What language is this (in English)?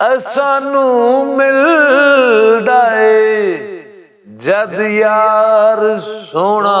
Western Panjabi